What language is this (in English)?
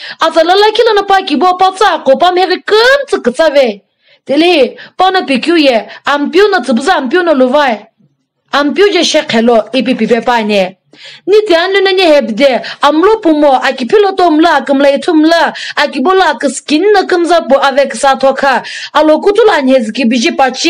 Sumi Naga